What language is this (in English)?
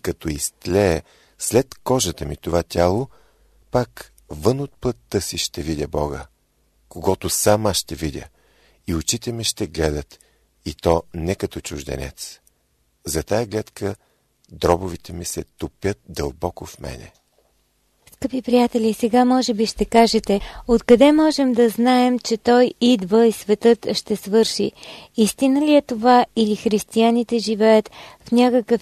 Bulgarian